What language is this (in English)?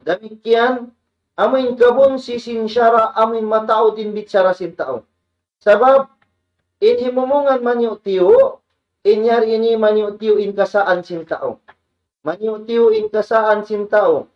Tausug